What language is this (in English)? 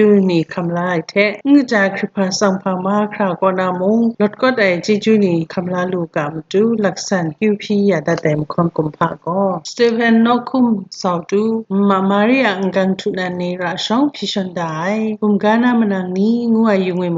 Kachin